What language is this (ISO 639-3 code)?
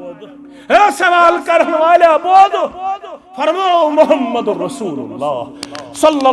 kas